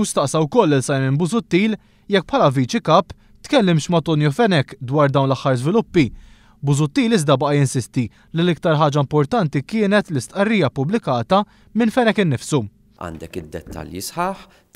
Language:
Maltese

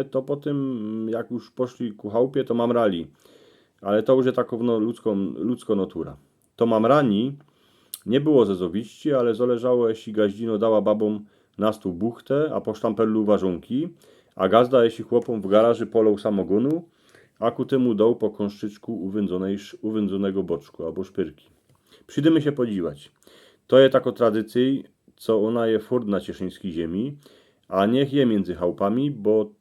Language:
Silesian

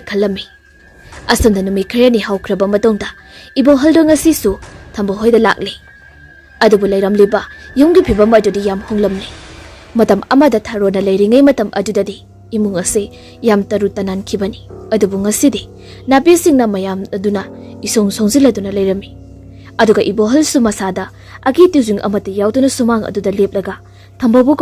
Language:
Manipuri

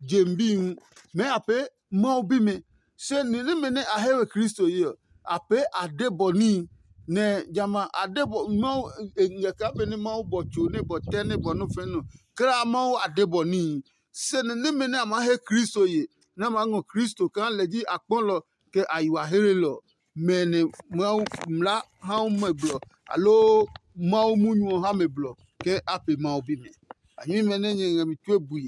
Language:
Adangme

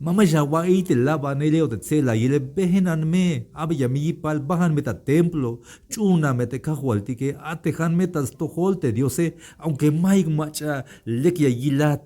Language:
Tzeltal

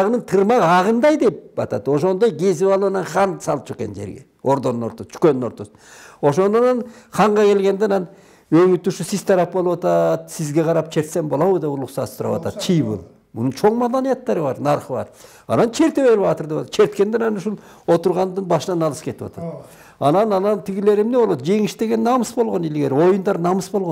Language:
Kyrgyz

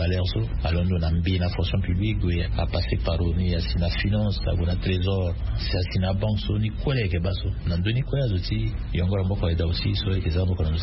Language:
Sango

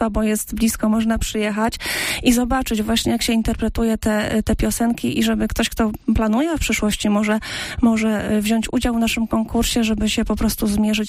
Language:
Polish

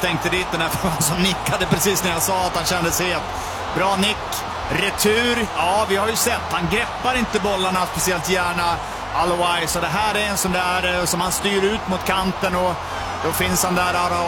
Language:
Swedish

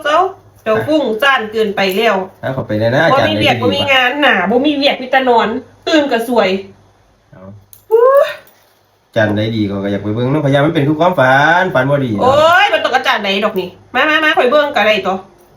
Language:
Northeastern Thai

